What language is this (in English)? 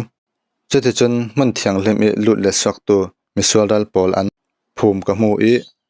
Falam Chin